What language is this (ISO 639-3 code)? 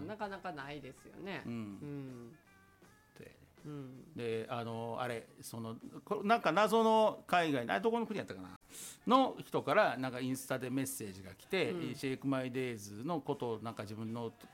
jpn